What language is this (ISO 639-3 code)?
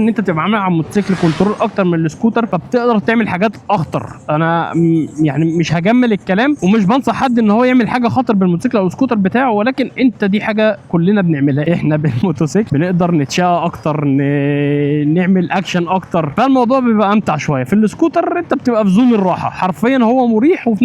arz